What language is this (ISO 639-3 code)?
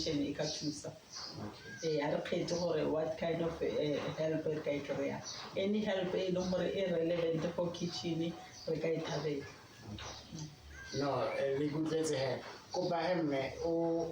tsn